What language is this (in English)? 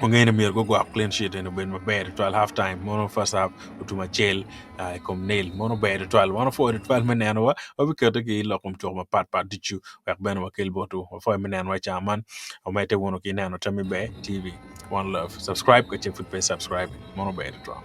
Acoli